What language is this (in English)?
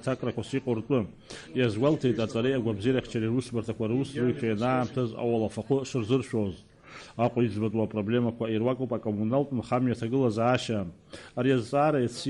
Abkhazian